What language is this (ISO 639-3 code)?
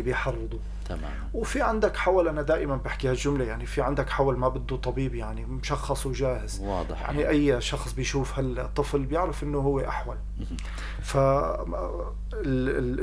apc